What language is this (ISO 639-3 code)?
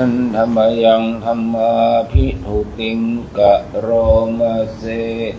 pli